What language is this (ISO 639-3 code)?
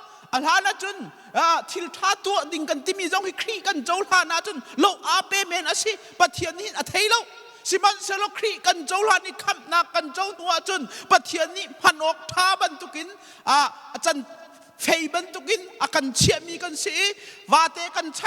cnh